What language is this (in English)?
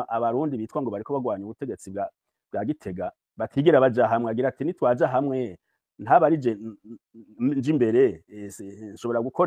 Rundi